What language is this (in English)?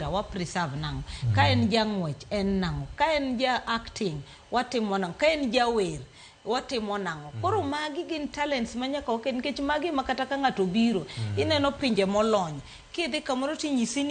Luo (Kenya and Tanzania)